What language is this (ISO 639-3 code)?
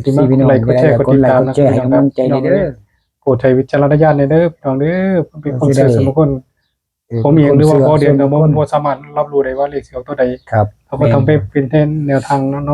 tts